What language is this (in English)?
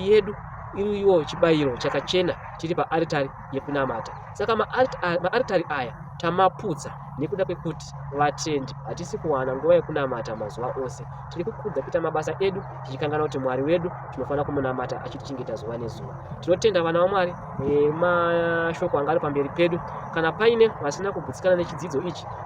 Shona